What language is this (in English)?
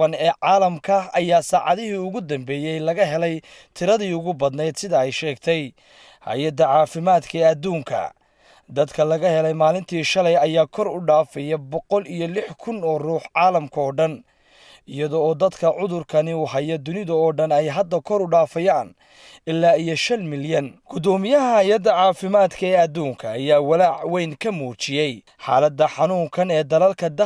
Somali